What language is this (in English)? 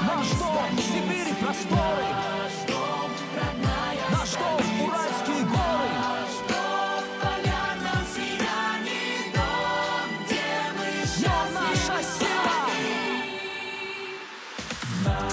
Russian